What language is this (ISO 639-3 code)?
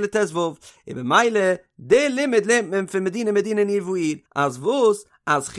yid